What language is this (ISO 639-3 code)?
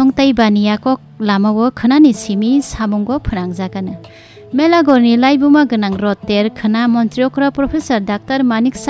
trp